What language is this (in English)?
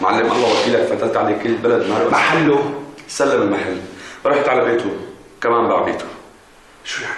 North Levantine Arabic